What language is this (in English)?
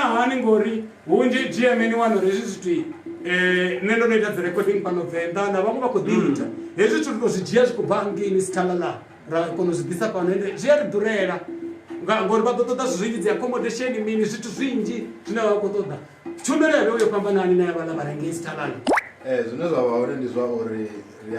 Venda